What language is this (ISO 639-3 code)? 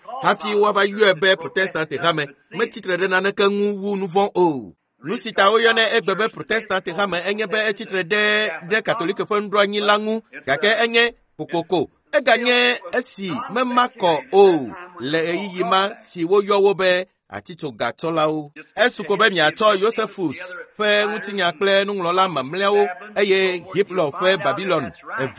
ewe